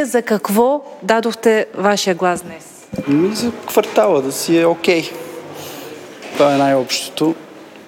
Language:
Bulgarian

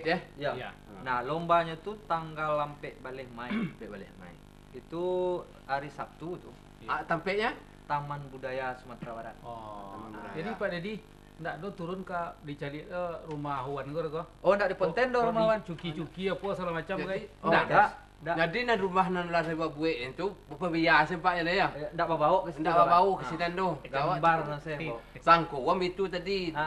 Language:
Minangkabau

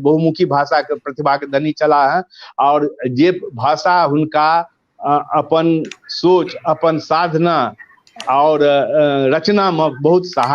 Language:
Maithili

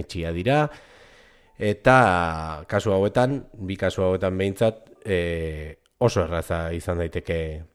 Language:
Basque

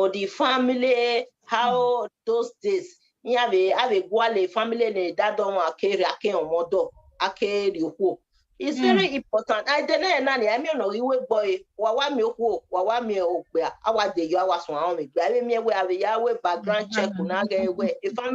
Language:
Bini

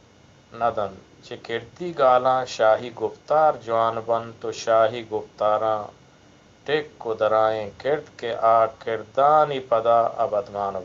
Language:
Eastern Balochi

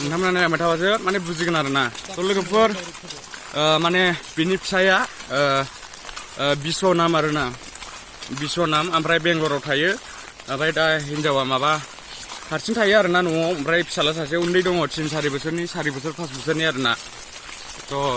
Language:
Bodo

